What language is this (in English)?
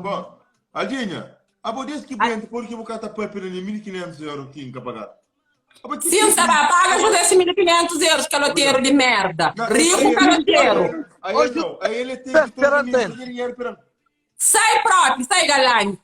Kabuverdianu